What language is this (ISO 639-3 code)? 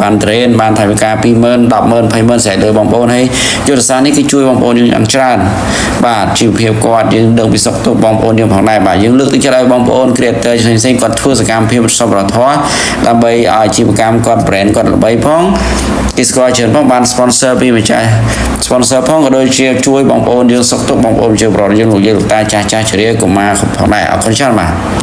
khm